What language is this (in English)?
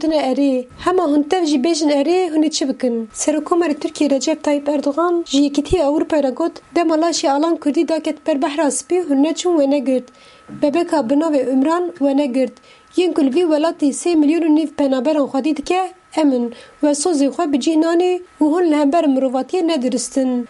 Kurdish